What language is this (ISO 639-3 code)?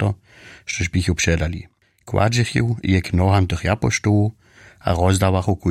hsb